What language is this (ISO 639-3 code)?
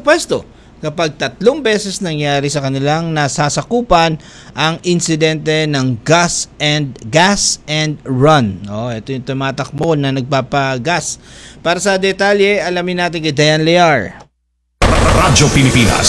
fil